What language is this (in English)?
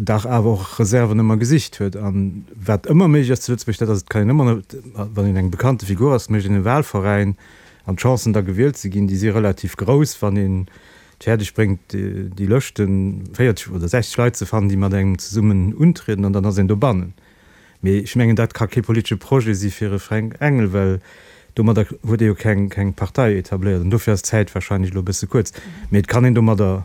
Luxembourgish